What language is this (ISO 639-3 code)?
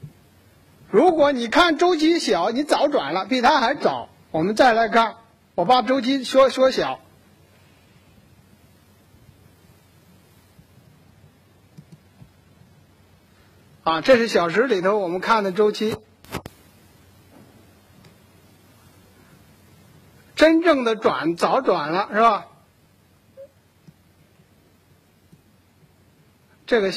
zho